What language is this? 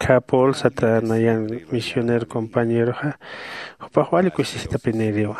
Aymara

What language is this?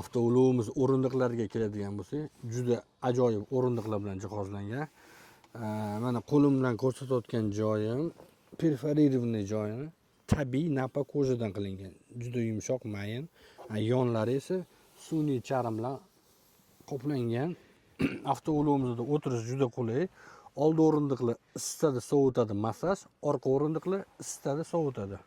Uzbek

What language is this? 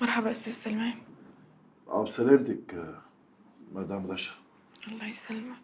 North Levantine Arabic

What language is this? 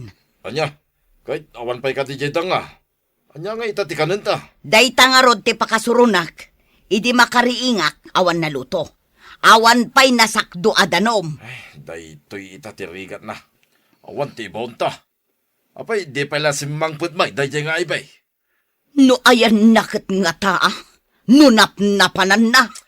Iloko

